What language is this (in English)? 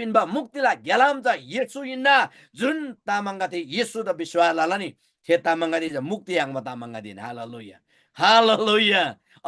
Eastern Tamang